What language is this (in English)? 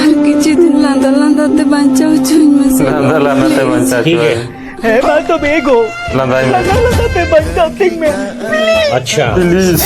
Santali